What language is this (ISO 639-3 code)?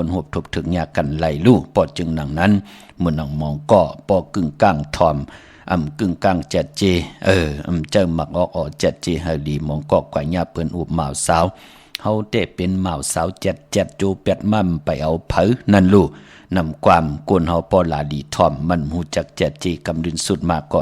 shn